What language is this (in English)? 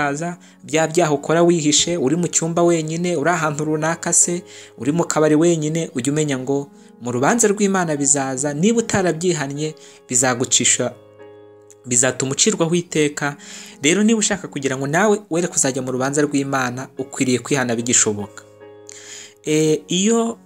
Kinyarwanda